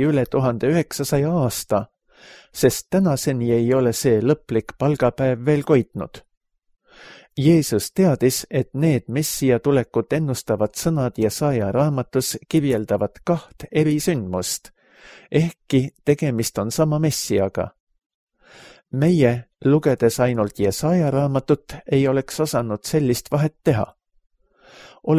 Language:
Estonian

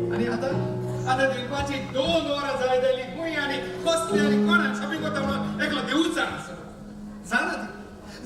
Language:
Konkani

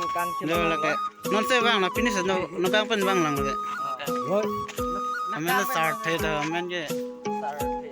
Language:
Karbi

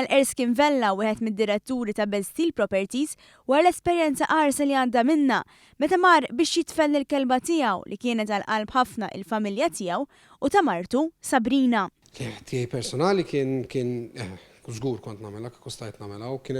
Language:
Maltese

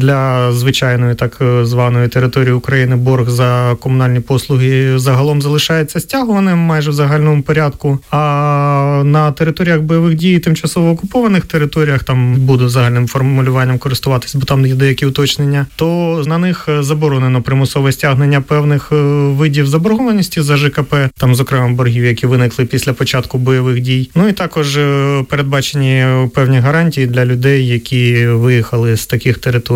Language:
Ukrainian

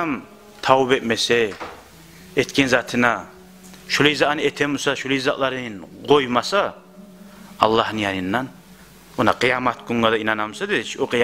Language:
Kumyk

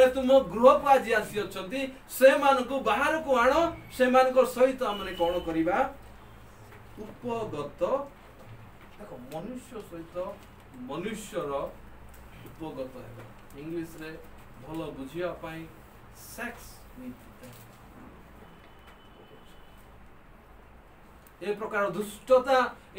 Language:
Odia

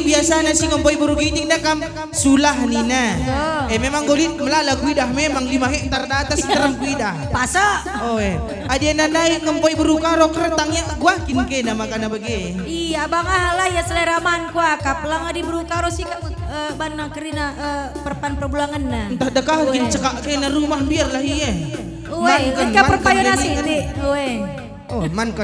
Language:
Batak Karo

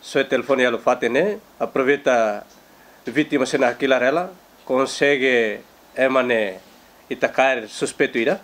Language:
Tetum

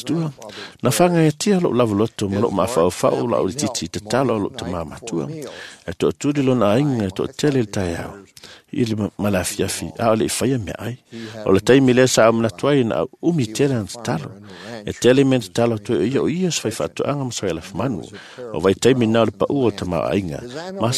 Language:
Samoan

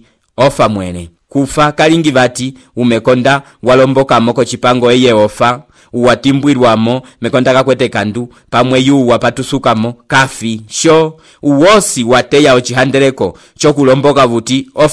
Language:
Umbundu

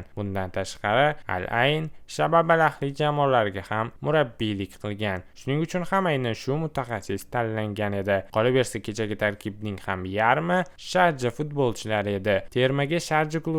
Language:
Uzbek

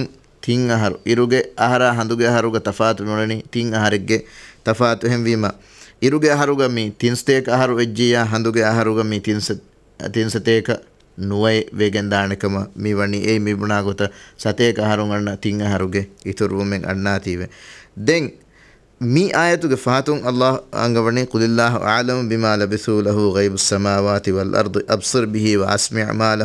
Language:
Divehi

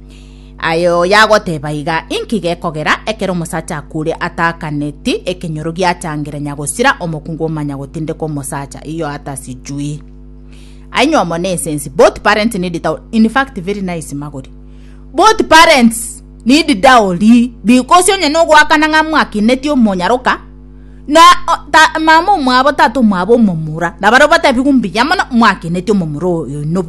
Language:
Gusii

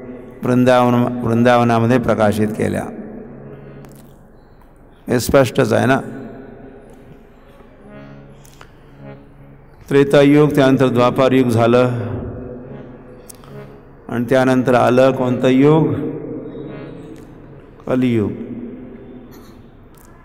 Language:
Marathi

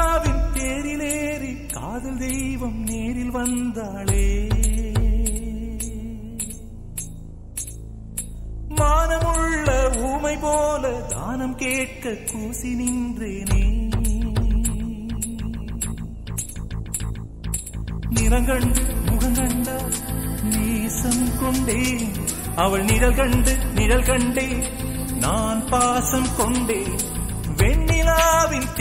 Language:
Tamil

